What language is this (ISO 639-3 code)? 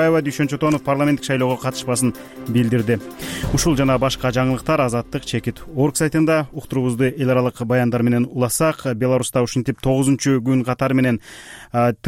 kir